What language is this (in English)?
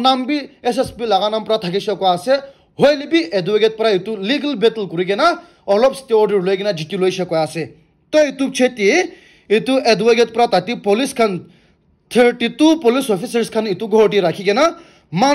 Naga Pidgin